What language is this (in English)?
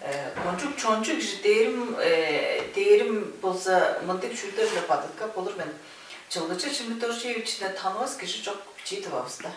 Tuvinian